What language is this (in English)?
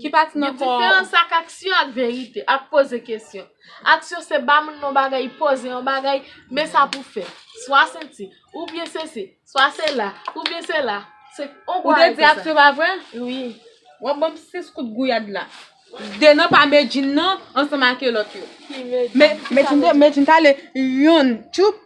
Haitian Creole